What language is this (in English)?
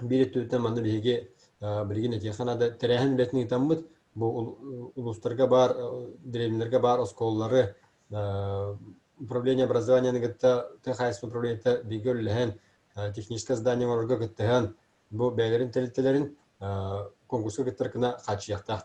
Yakut